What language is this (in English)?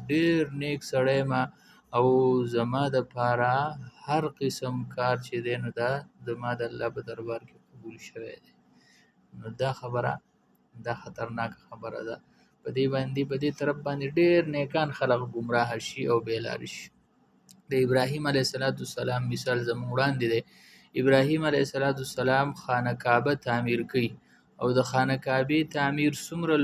Pashto